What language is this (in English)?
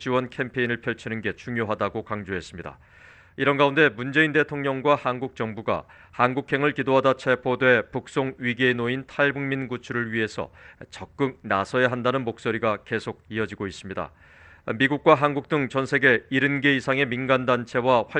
Korean